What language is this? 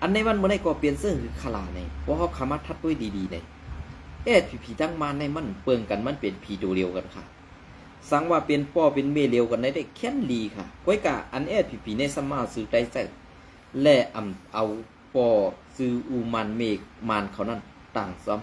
Shan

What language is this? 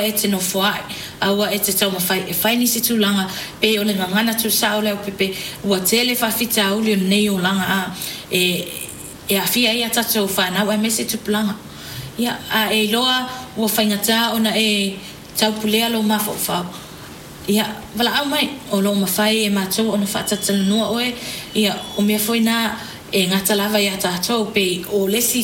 Samoan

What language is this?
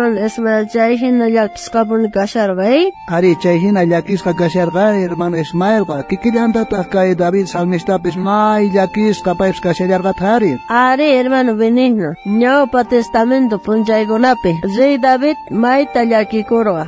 South Bolivian Quechua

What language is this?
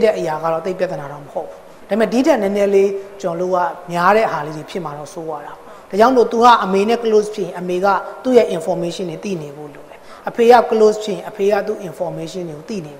Burmese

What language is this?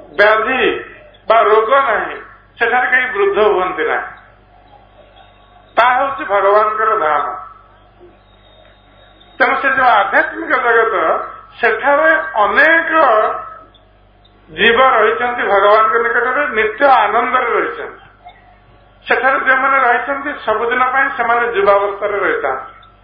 Odia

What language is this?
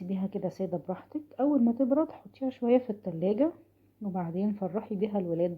Egyptian Arabic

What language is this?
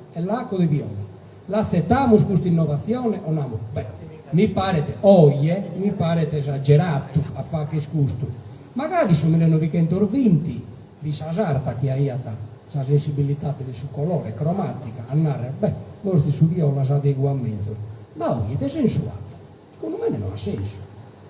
Sardinian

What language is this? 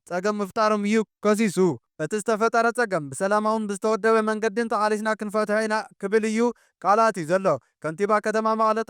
Tigrinya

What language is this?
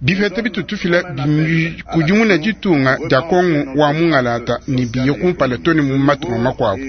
Luba-Lulua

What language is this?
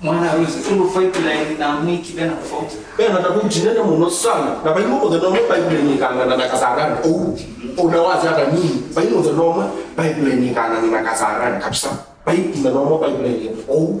Kamba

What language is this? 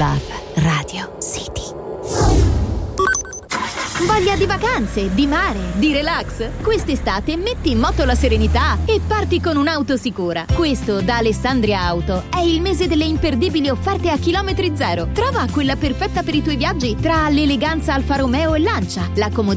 Italian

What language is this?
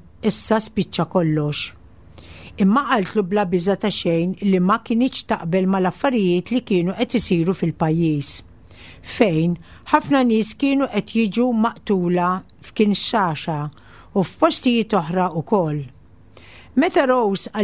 Maltese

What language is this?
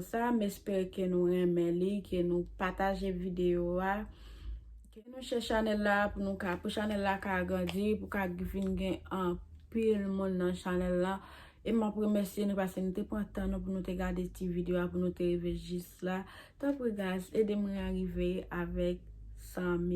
Haitian Creole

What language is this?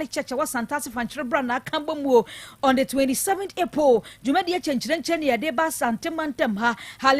Akan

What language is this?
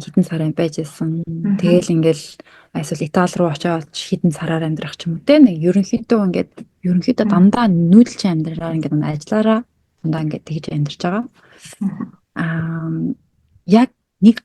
Mongolian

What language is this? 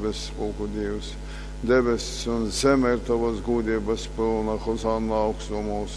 Latgalian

